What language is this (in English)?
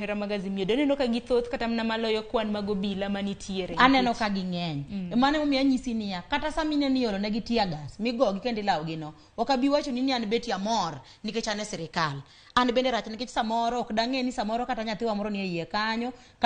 Luo (Kenya and Tanzania)